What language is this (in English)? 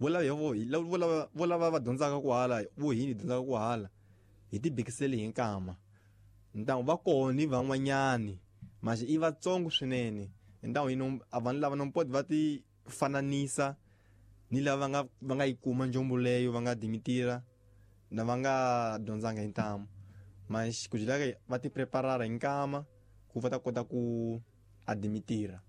Tsonga